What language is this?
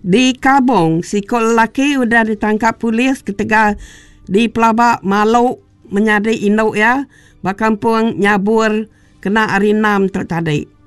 Iban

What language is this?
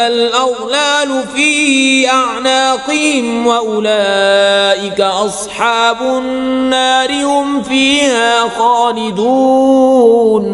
Kashmiri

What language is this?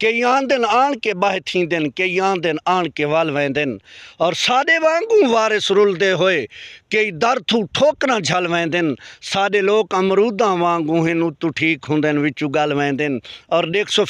Saraiki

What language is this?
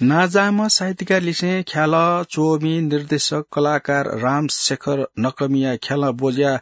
Newari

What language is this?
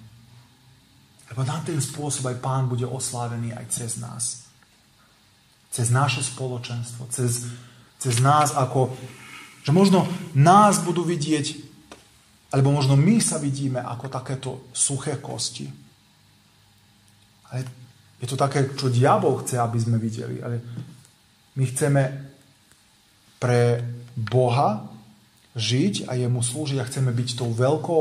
Slovak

